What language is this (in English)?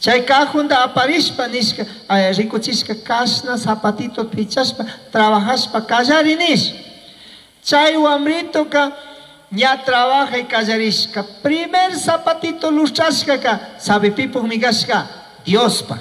Chimborazo Highland Quichua